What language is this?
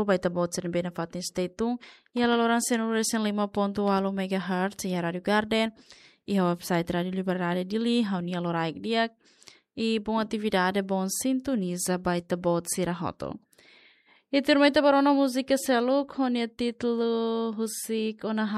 Tetum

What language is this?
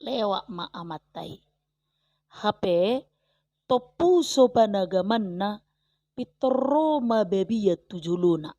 Batak Toba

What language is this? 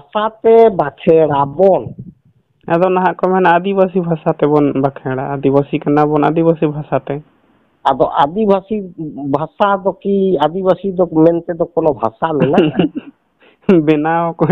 Santali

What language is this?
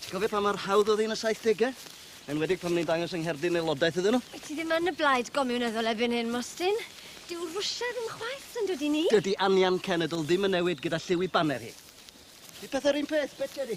Welsh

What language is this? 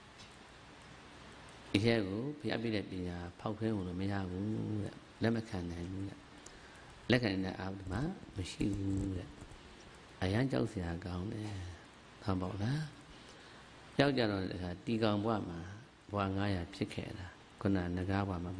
Burmese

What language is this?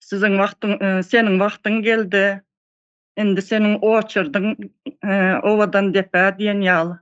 Turkmen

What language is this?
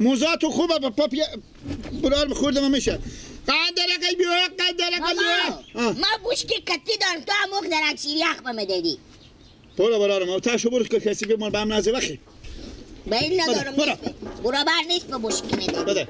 Persian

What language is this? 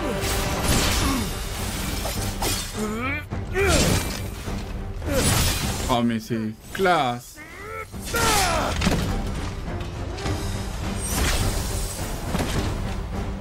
French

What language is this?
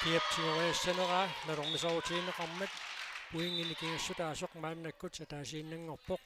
Kalaallisut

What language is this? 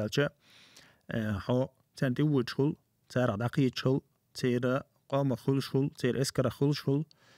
Chechen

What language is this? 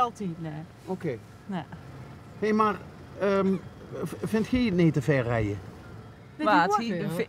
Limburgish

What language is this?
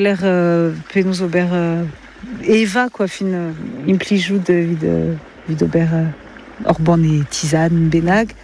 Breton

